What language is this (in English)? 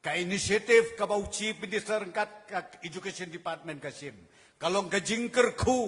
Khasi